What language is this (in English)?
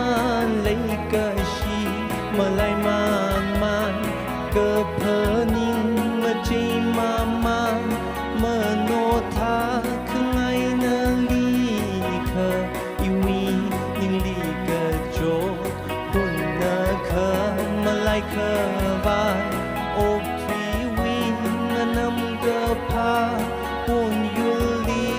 Tangkhul Naga (India)